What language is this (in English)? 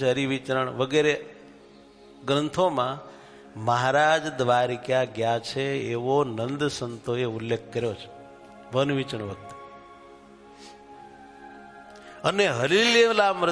Gujarati